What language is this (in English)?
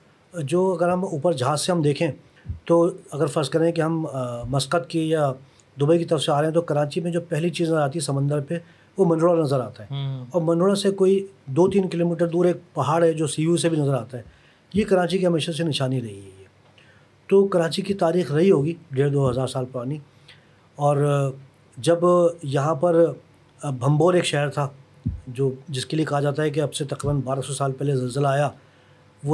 Urdu